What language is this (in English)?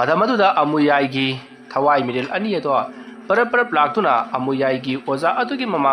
Manipuri